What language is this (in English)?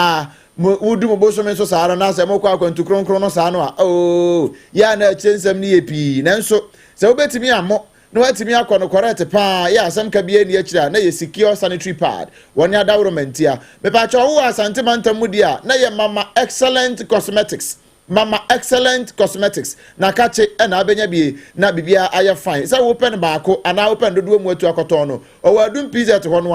Akan